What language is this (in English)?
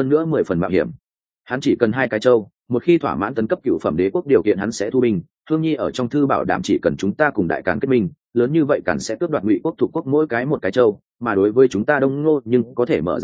Vietnamese